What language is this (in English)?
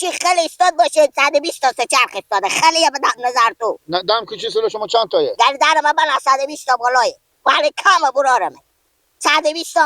Persian